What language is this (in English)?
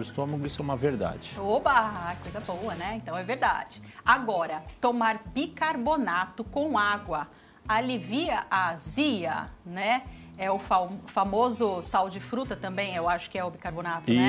Portuguese